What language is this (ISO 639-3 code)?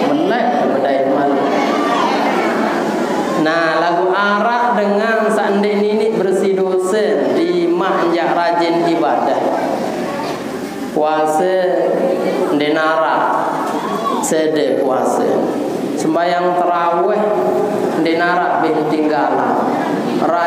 sas